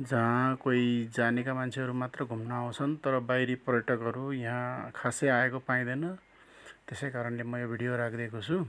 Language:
Nepali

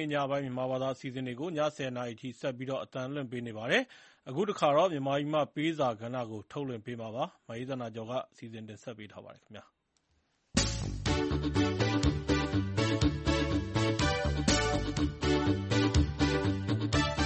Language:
Burmese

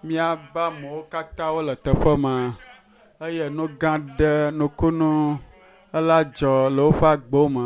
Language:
Ewe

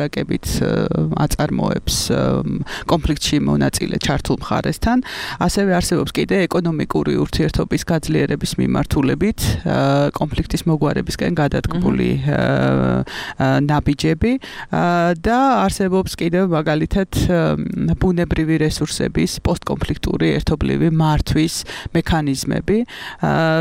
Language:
Georgian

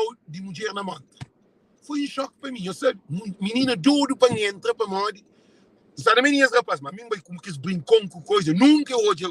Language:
Kabuverdianu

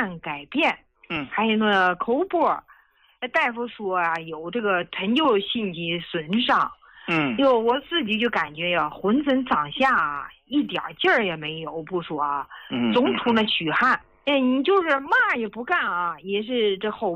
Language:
Chinese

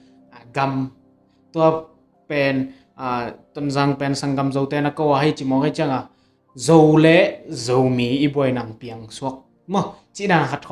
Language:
Tedim Chin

